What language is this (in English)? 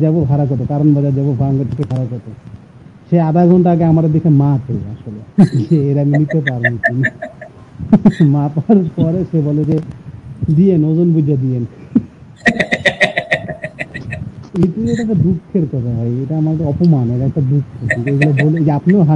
Bangla